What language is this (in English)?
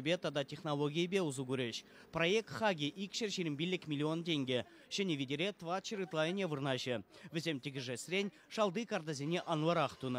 Chuvash